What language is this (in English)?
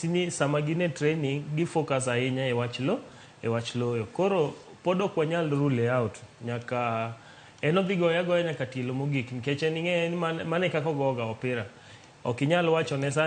Luo (Kenya and Tanzania)